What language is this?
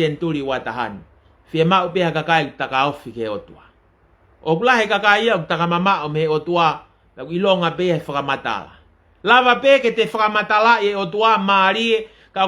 Tongan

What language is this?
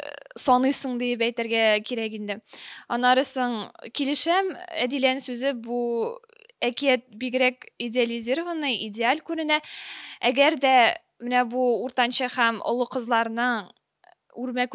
Tatar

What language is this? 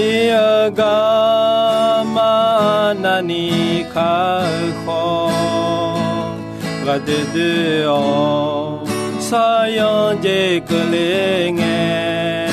Akha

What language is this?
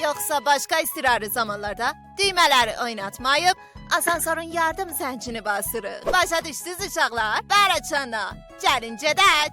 South Azerbaijani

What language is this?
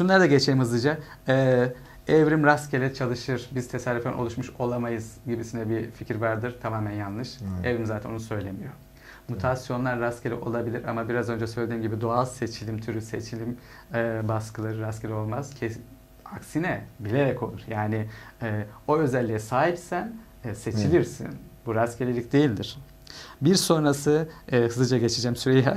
Turkish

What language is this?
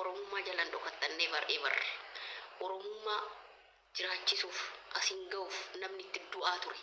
Oromo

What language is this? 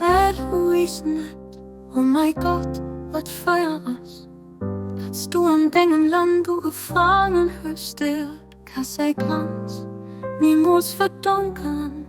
Luxembourgish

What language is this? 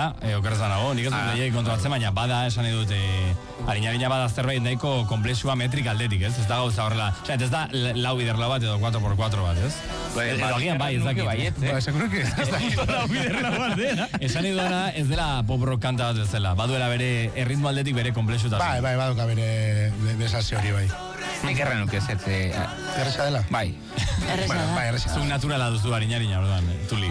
Basque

